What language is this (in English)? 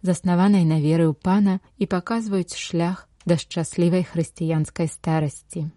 Belarusian